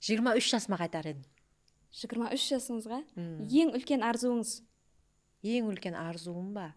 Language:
Kara-Kalpak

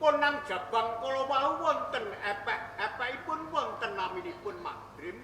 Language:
Javanese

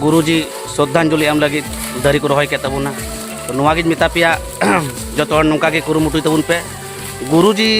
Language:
Santali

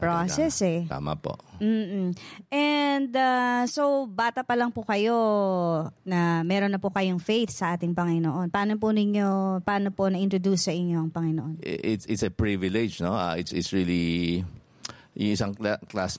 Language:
Filipino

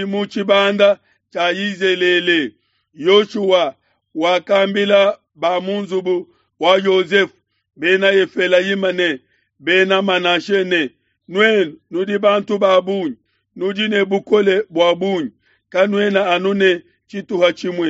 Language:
Luba-Lulua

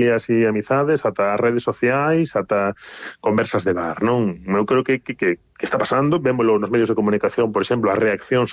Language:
Galician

